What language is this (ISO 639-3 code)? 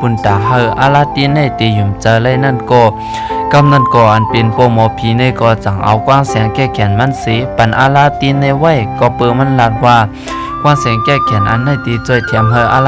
shn